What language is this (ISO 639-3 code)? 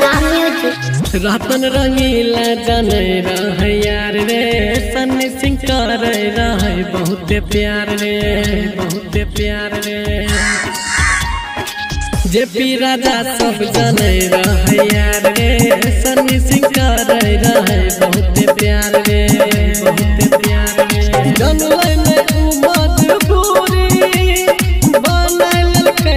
bho